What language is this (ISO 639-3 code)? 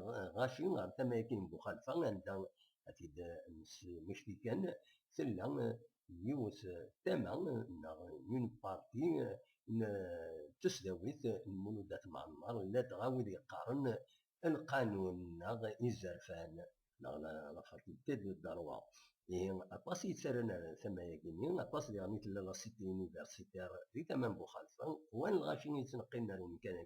kab